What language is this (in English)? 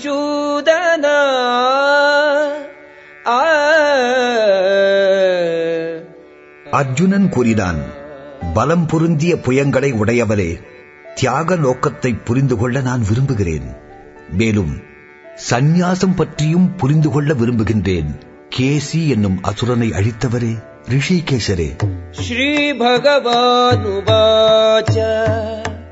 Tamil